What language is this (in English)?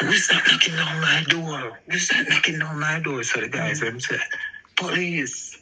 Jamaican Creole English